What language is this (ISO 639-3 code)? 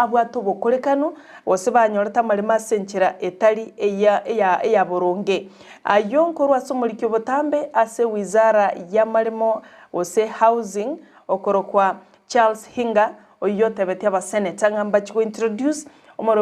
guz